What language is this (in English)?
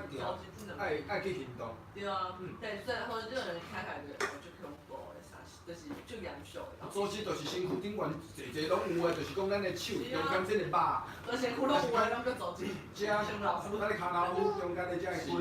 Min Nan Chinese